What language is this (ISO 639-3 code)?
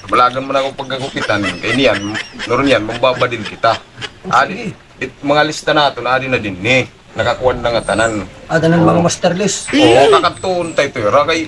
war